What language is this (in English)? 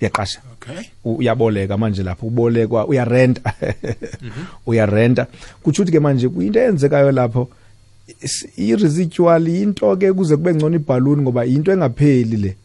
South Ndebele